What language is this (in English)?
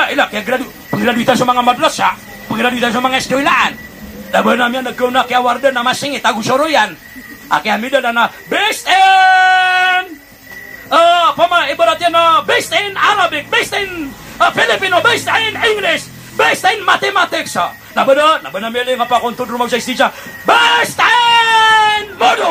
Maranao